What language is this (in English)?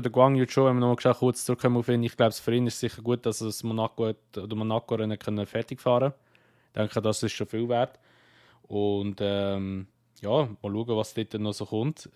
Swiss German